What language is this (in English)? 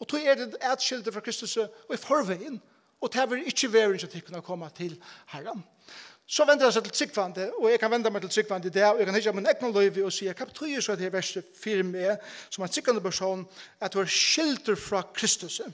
Faroese